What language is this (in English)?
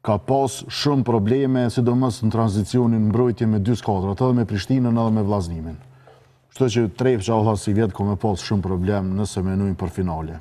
Albanian